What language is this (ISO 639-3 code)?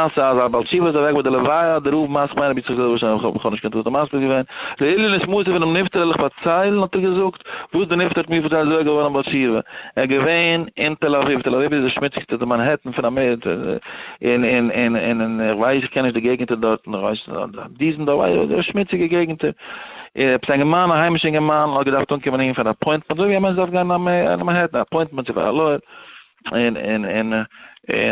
yid